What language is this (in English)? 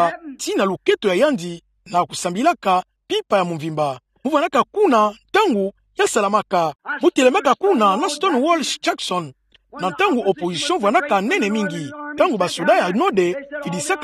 Kituba (Democratic Republic of Congo)